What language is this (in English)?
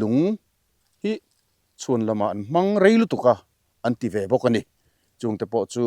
Mizo